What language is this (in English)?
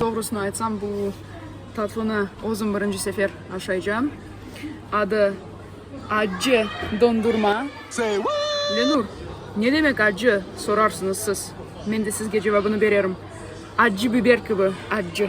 Crimean Tatar